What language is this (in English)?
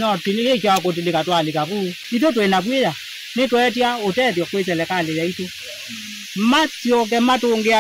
Kamba